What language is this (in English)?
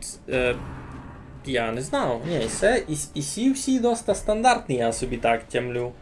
Rusyn